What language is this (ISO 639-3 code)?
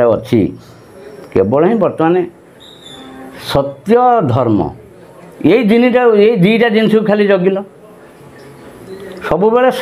ori